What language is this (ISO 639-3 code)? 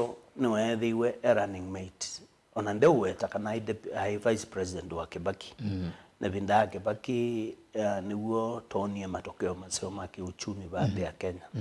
kam